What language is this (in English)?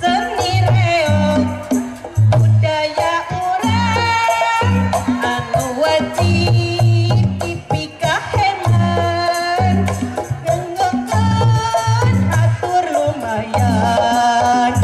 Sundanese